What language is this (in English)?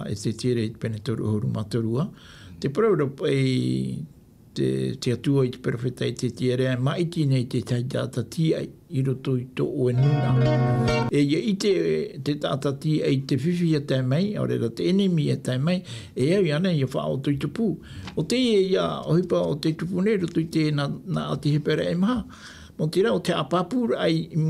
Tahitian